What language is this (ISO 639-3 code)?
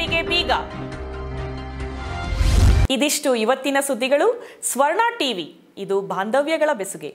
kan